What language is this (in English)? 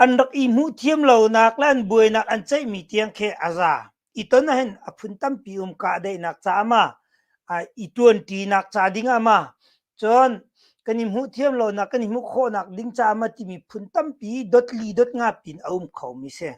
Hakha Chin